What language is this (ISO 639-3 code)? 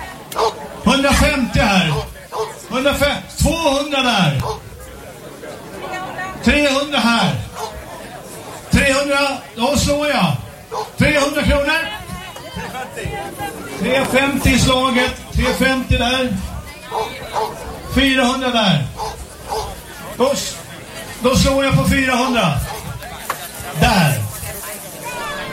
swe